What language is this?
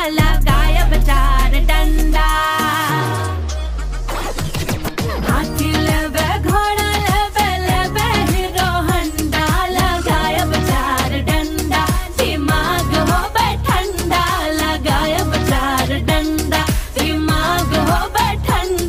Bhojpuri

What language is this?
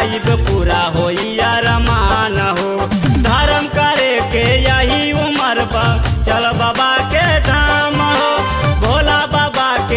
Bhojpuri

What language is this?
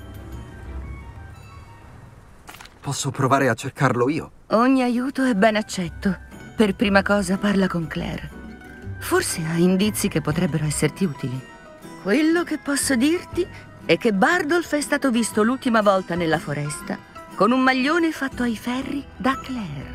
Italian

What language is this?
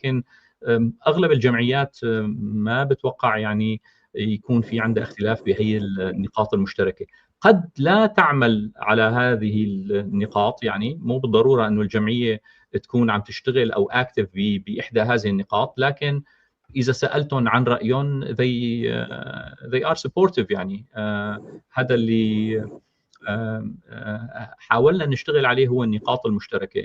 North Levantine Arabic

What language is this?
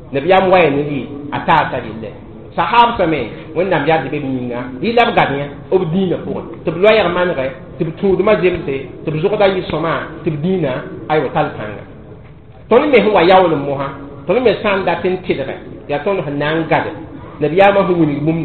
Mossi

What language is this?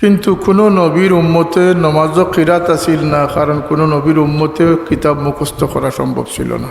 Sylheti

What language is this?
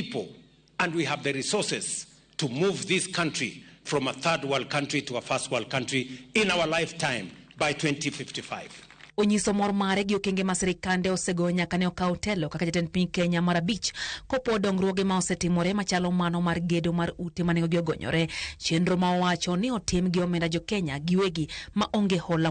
Luo (Kenya and Tanzania)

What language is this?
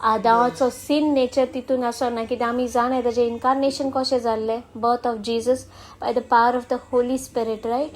Konkani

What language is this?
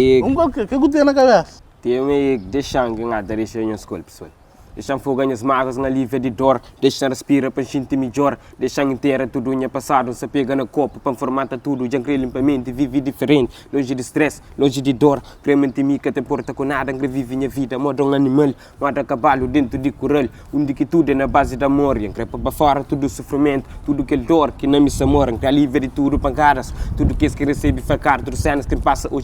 Kabuverdianu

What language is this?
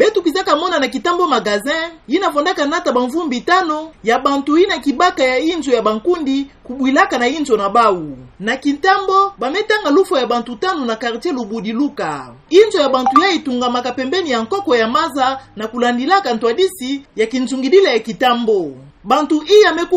Kituba (Democratic Republic of Congo)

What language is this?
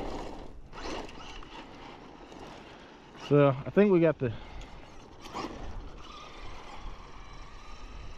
English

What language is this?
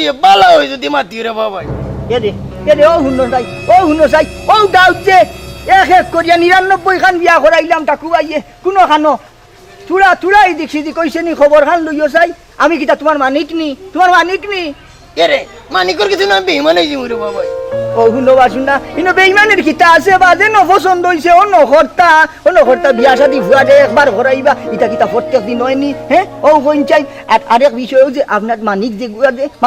Sylheti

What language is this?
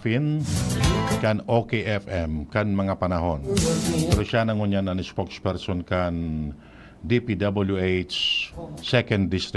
Bikol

